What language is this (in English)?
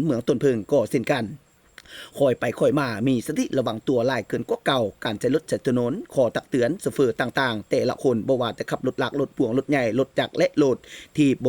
Lao